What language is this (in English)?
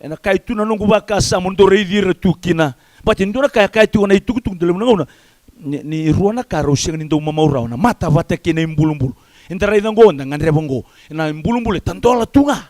Fijian